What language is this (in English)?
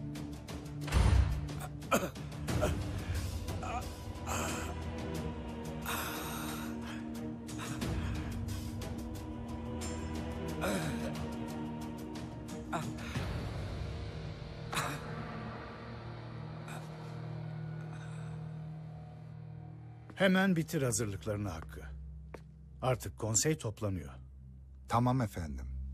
Turkish